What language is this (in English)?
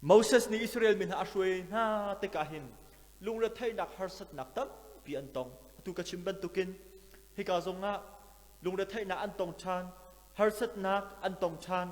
Hakha Chin